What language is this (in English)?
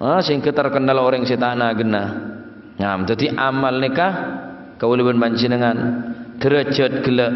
Madurese